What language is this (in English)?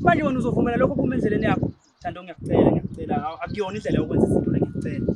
Zulu